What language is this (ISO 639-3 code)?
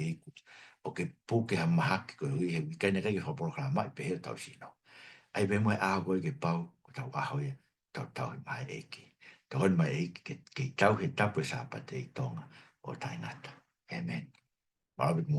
ton